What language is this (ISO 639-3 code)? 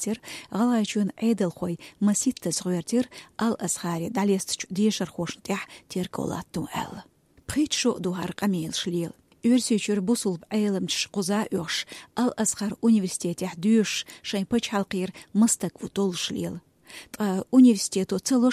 che